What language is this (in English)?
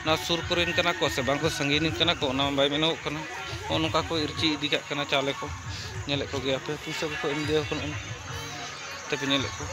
Santali